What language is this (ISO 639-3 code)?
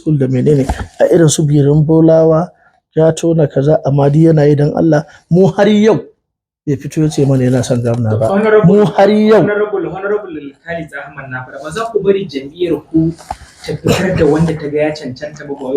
hau